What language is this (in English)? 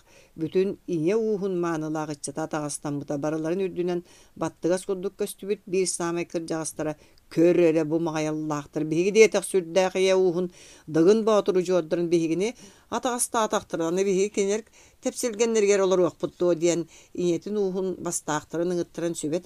Yakut